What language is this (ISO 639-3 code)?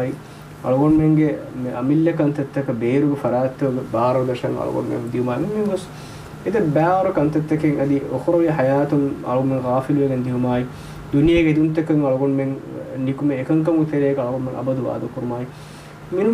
div